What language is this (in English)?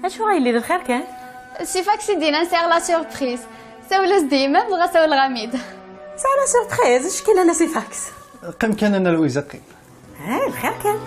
Kabyle